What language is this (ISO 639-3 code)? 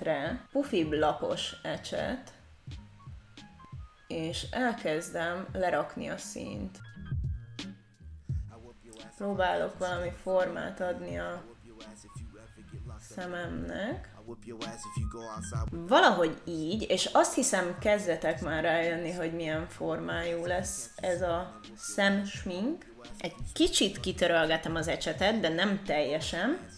hun